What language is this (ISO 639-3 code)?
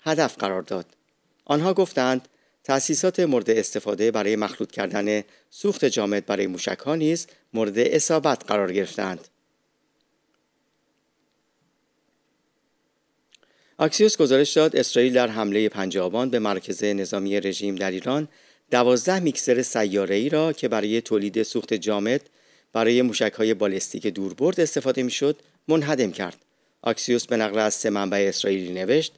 fas